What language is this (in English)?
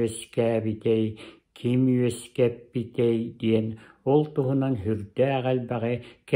Yakut